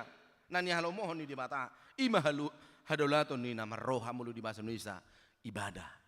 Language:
Batak Toba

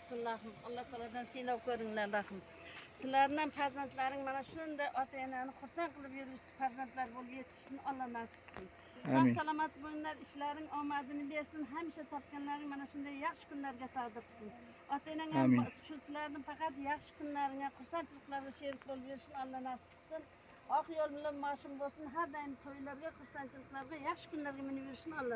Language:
Uzbek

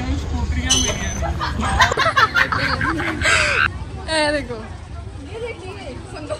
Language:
Punjabi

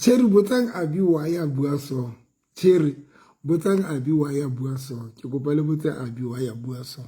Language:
Southern Sotho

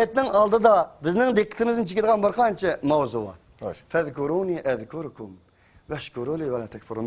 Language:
Uyghur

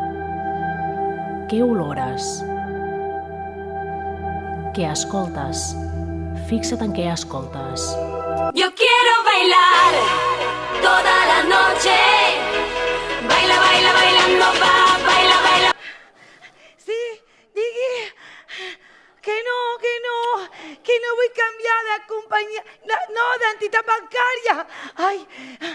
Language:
Catalan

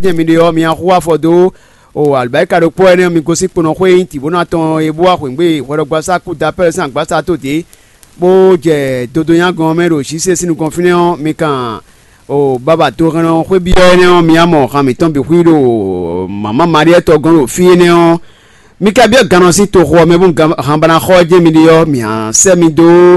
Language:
Fon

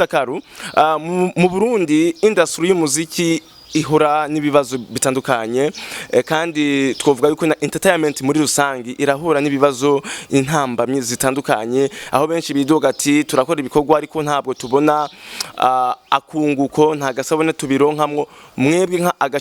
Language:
Rundi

